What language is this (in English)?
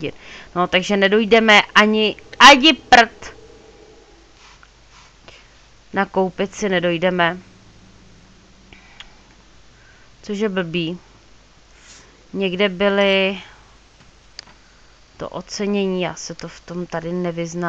Czech